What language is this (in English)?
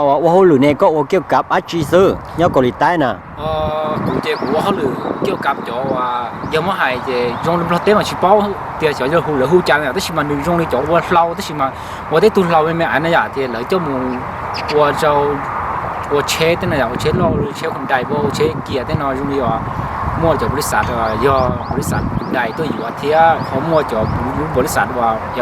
Hmong